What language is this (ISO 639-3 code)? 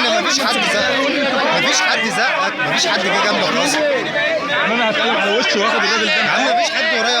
arz